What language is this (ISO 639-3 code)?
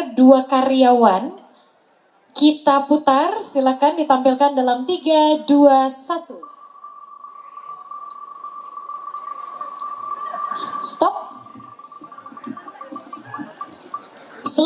ind